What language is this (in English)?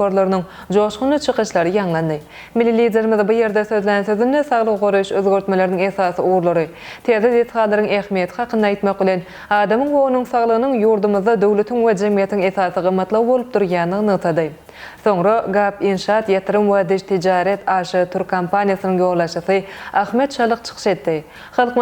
Turkmen